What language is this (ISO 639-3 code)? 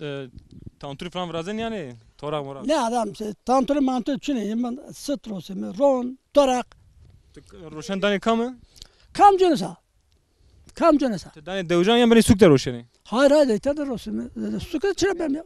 zza